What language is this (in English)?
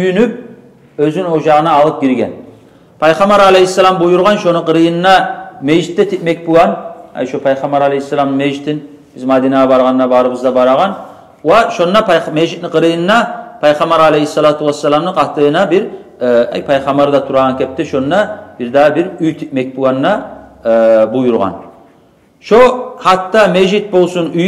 Kumyk